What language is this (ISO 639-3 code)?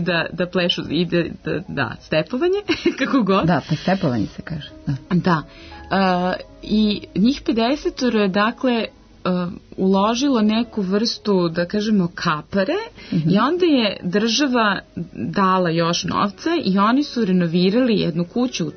srp